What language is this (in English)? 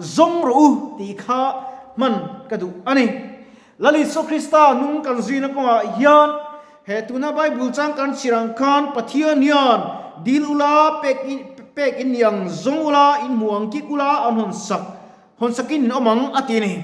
Mizo